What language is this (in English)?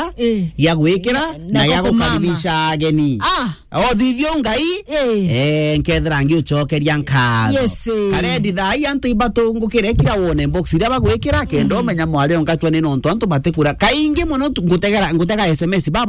Meru